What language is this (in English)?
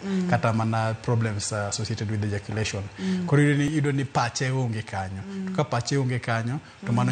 Luo (Kenya and Tanzania)